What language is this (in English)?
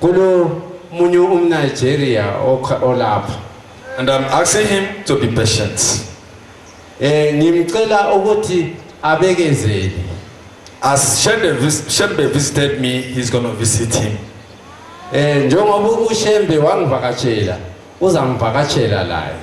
Zulu